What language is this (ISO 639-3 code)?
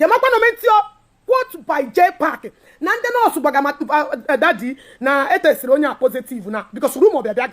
ibo